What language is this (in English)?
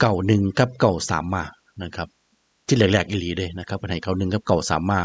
Northeastern Thai